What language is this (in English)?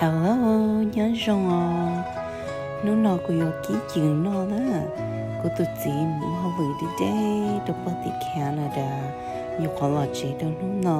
Hmong